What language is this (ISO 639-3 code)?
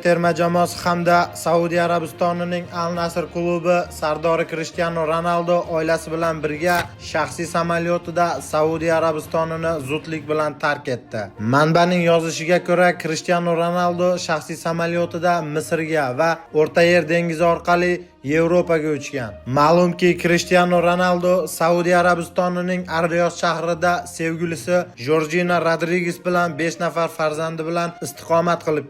uzb